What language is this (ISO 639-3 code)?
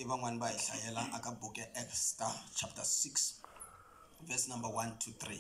tso